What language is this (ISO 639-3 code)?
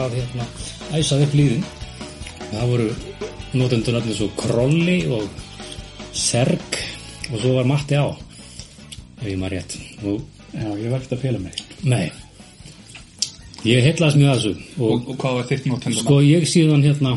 isl